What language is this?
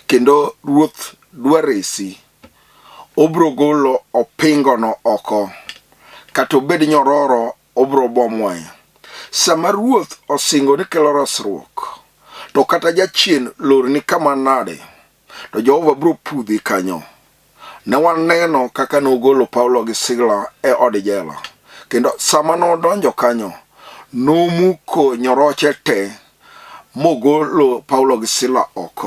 Luo (Kenya and Tanzania)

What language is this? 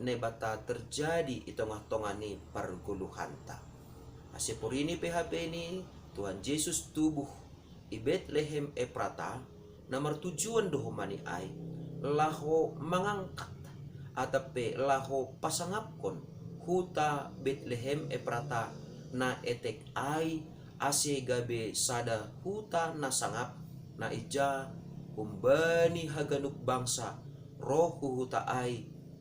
Batak Simalungun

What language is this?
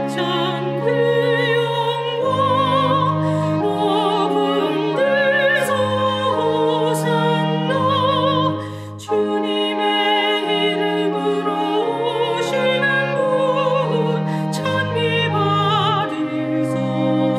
Korean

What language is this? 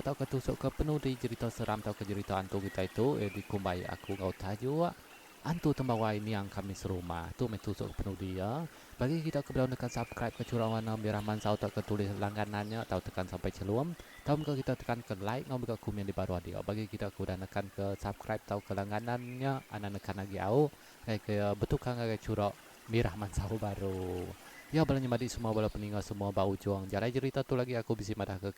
Iban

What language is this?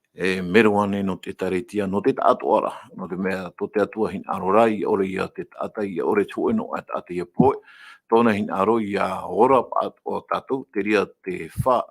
Tahitian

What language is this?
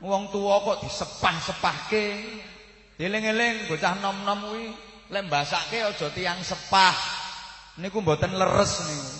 Javanese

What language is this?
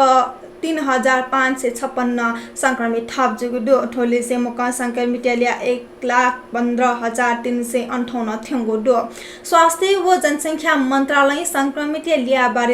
Newari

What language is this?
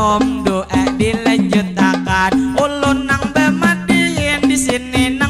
Banjar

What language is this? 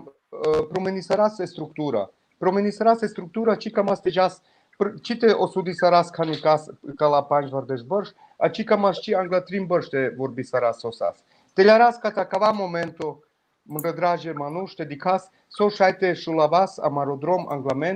Balkan Romani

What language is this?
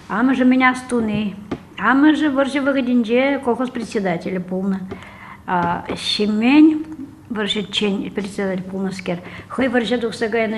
Chuvash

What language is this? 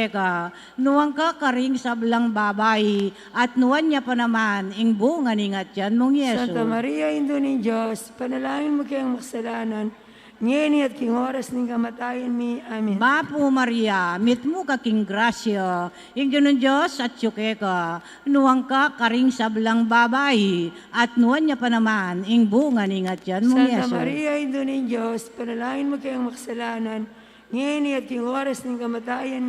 Pampanga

